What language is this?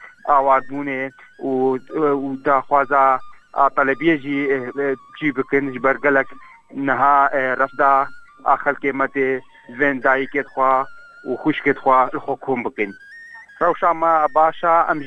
Kurdish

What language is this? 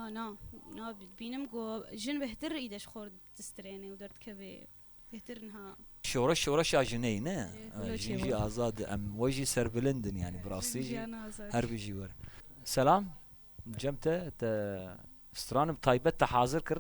Kurdish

